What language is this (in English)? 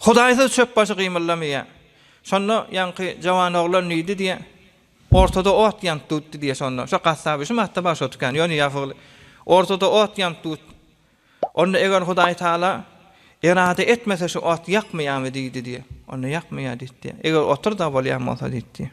Turkmen